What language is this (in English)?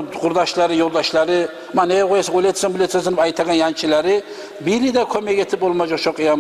Kumyk